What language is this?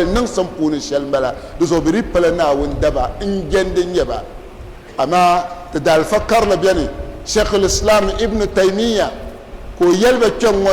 Dagbani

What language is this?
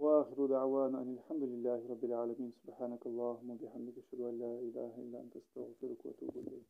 Ingush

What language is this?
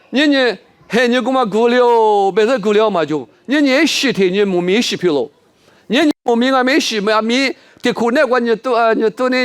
Lisu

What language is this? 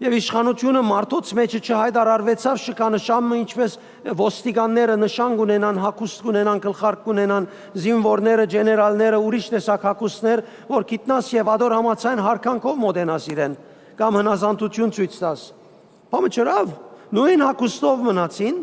Western Armenian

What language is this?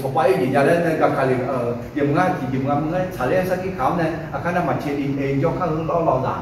Akha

